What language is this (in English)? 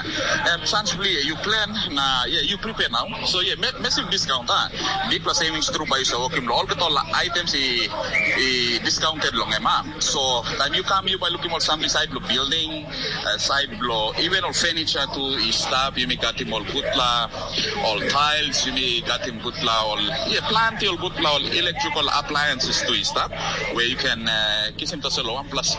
Tok Pisin